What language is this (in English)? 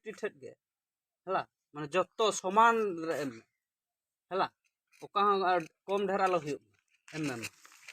Santali